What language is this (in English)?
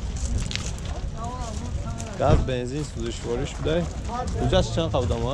Tajik